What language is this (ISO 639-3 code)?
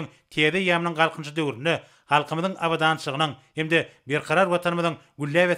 tuk